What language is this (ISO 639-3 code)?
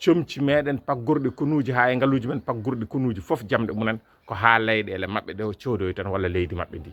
ful